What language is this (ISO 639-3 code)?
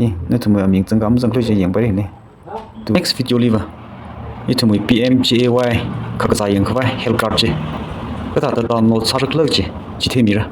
nmf